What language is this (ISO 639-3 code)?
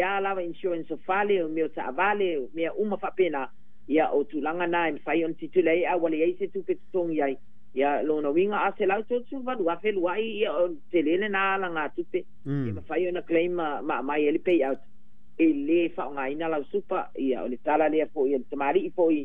smo